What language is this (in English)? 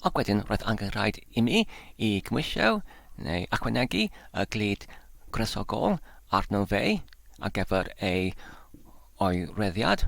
Welsh